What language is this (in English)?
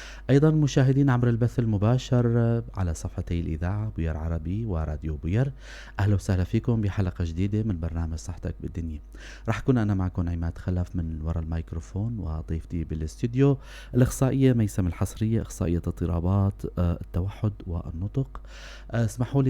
North Levantine Arabic